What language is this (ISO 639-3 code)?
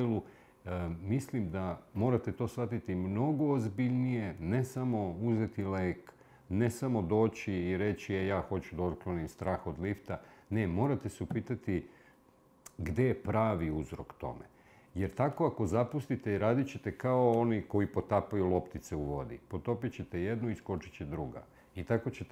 srp